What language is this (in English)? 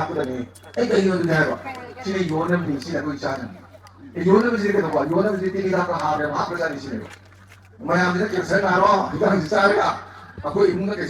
Manipuri